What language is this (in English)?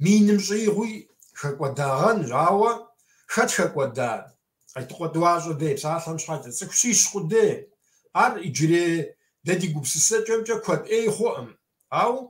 Kabardian